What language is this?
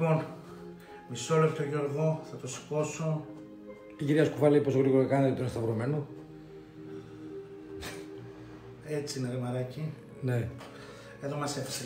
Greek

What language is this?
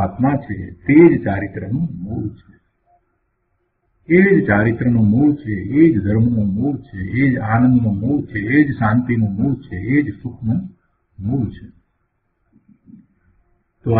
Gujarati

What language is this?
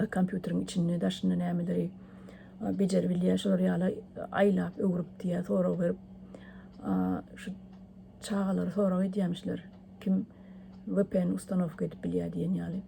Turkmen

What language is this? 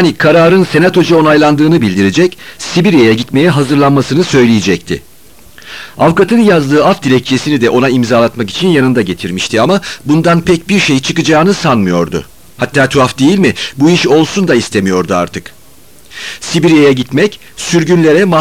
Turkish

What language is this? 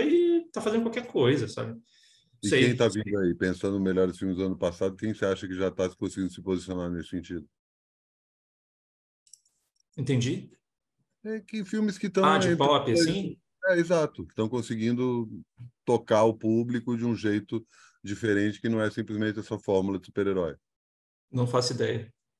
Portuguese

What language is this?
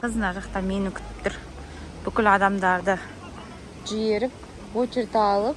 Kazakh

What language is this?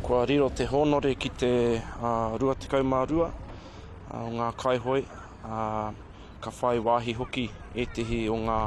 Māori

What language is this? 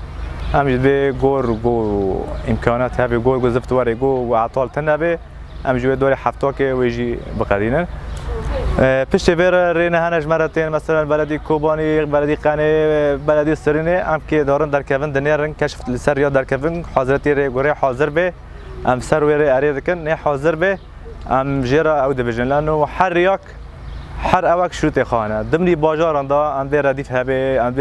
Kurdish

